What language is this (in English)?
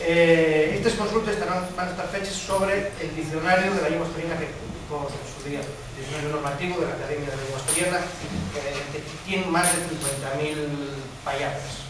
Asturian